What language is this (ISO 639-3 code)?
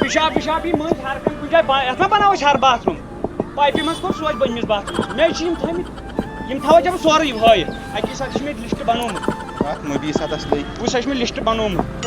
kas